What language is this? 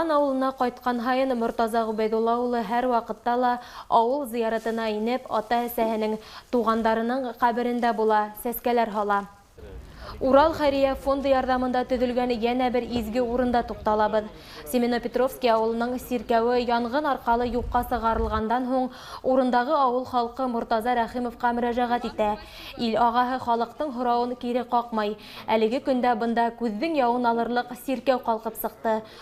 Bashkir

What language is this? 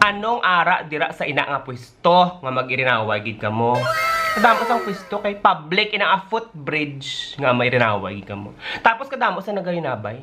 Hiligaynon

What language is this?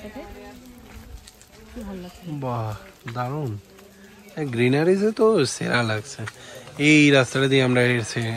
Bangla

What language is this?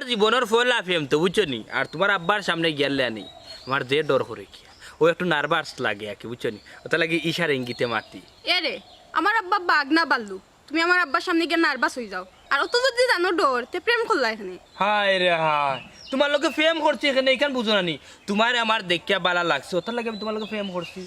Sylheti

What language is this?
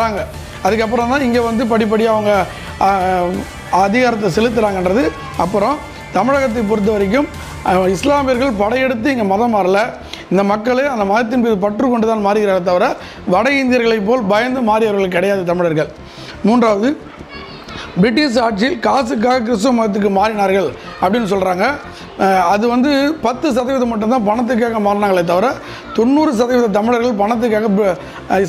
Tamil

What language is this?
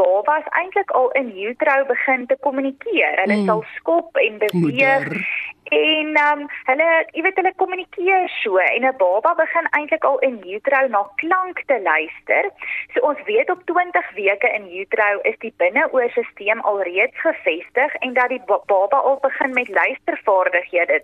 Afrikaans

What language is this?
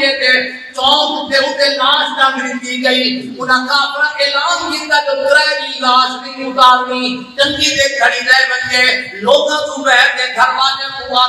Saraiki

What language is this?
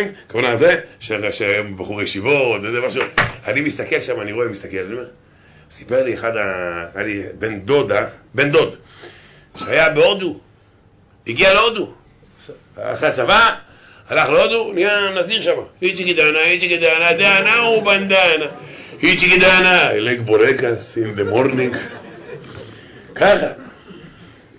Hebrew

